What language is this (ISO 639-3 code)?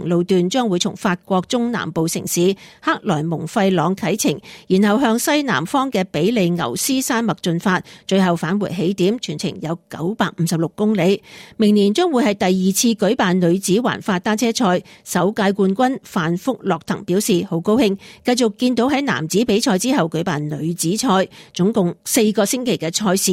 yue